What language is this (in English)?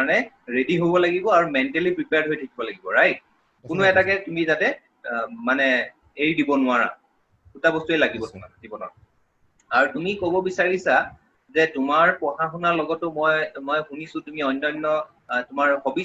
Assamese